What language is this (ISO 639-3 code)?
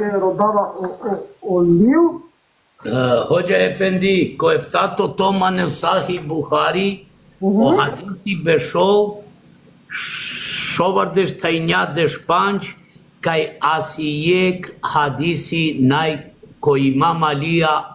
rmn